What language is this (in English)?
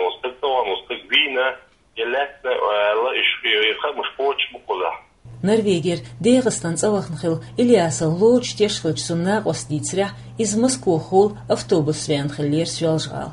Chechen